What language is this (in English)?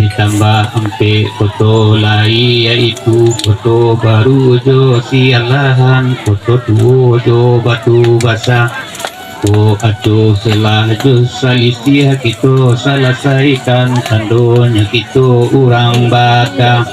Minangkabau